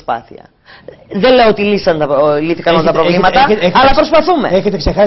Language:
Greek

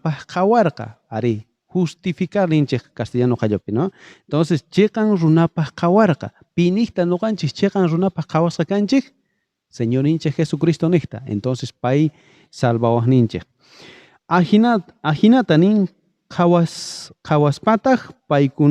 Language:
South Bolivian Quechua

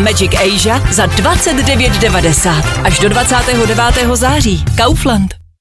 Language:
Czech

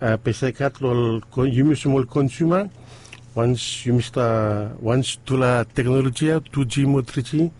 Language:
Bislama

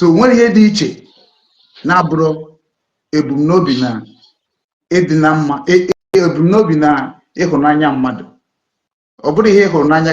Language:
Igbo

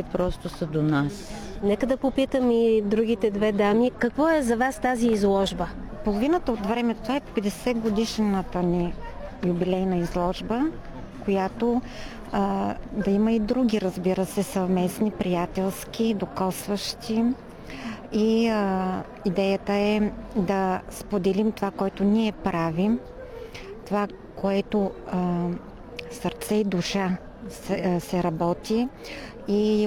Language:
Bulgarian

